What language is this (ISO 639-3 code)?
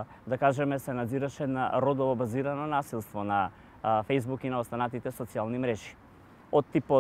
mkd